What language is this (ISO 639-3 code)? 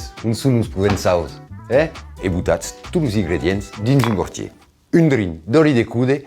oci